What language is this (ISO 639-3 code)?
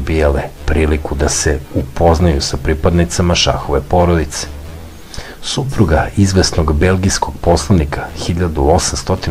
srp